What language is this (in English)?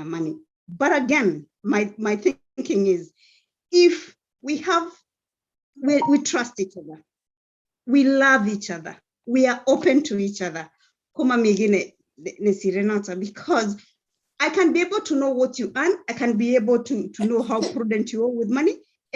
Kalenjin